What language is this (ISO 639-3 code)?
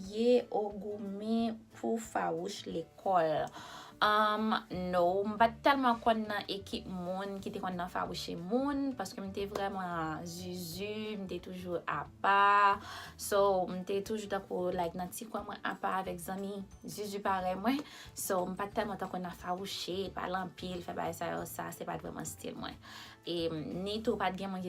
hat